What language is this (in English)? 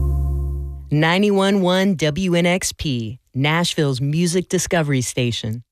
English